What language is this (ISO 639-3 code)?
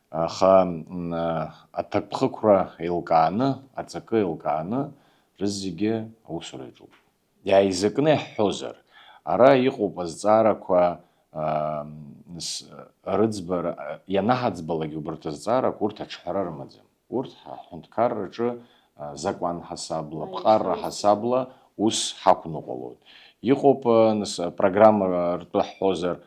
abk